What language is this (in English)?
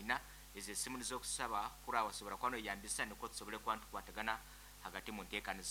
Nyoro